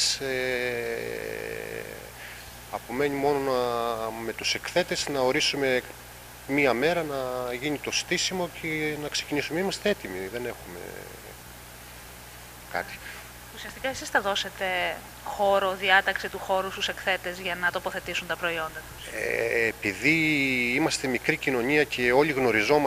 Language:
Greek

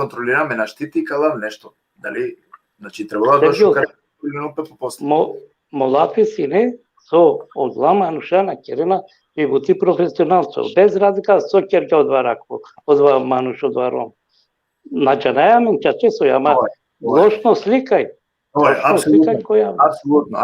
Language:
Balkan Romani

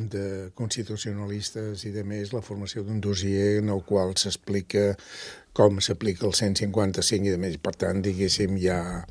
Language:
Catalan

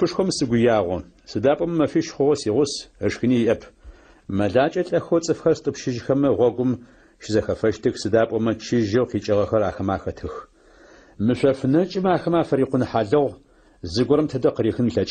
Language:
Adyghe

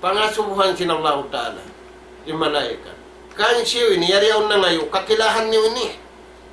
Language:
Tausug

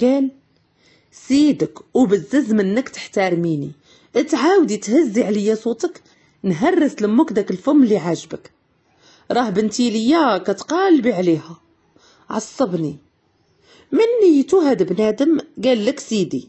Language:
Moroccan Arabic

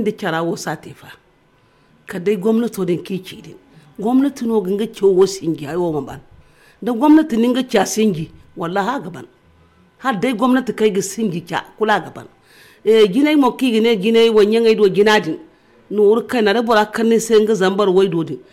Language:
Zarma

